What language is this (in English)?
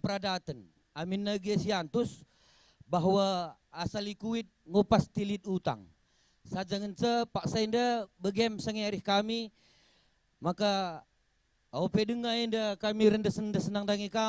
Batak Karo